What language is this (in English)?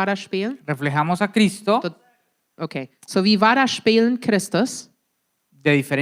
Plautdietsch